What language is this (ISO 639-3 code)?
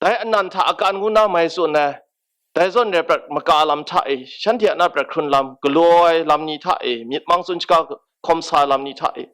kac